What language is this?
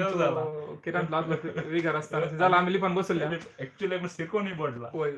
Konkani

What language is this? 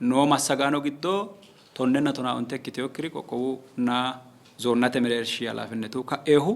Sidamo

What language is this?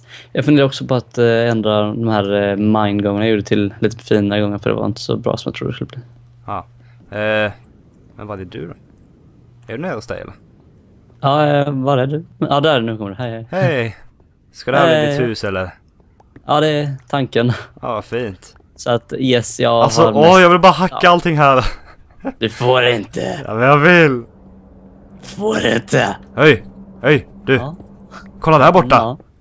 Swedish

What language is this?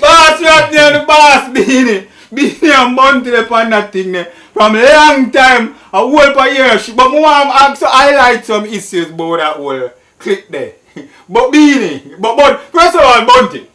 Jamaican Creole English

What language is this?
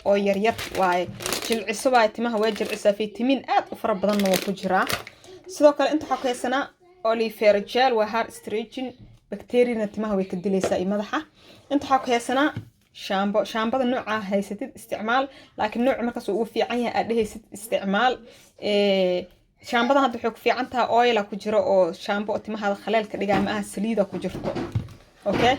Somali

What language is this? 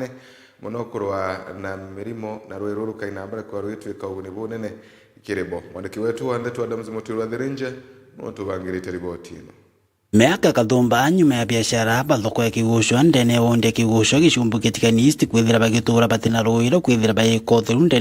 Meru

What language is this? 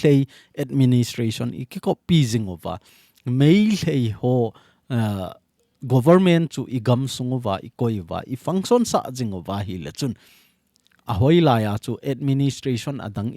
Thado Chin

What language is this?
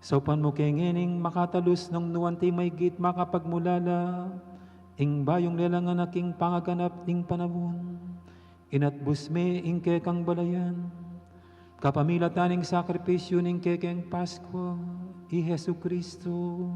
Pampanga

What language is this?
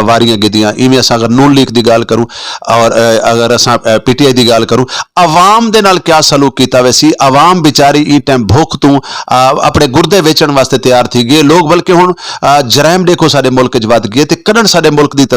Saraiki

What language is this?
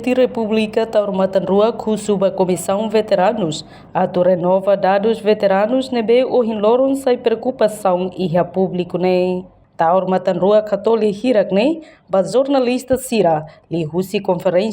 Tetum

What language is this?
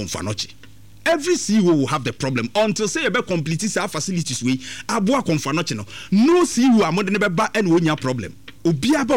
Akan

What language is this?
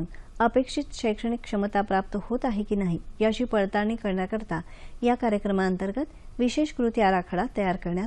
Marathi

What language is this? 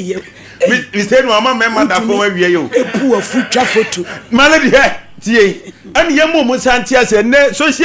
Akan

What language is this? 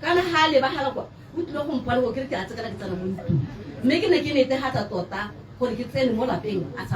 Tswana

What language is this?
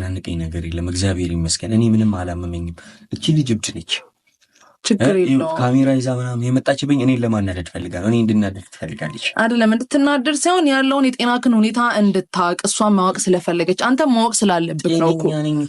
Amharic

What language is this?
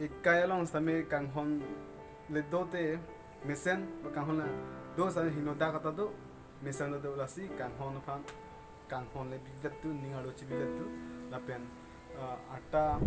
Karbi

